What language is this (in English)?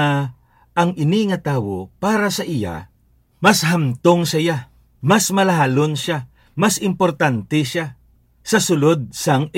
Hiligaynon